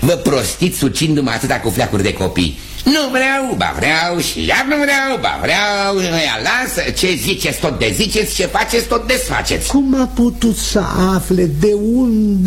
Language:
Romanian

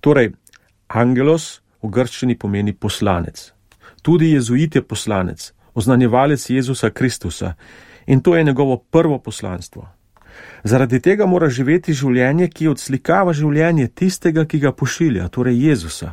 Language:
Slovenian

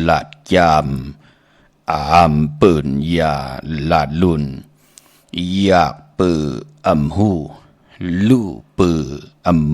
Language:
Shan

